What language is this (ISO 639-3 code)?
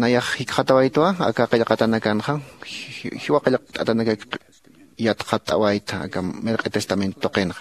aym